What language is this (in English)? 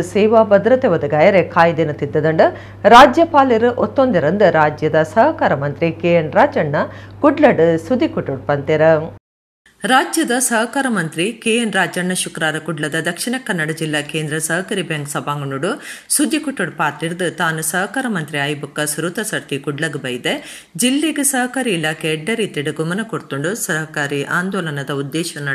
Tulu